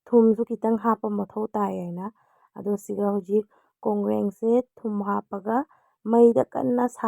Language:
Manipuri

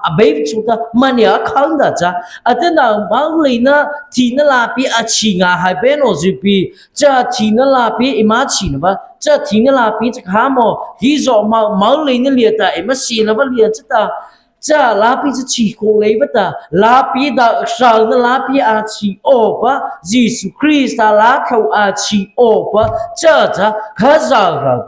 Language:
Mara Chin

